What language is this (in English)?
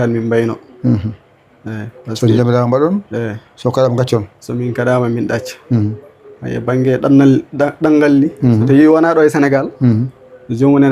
Fula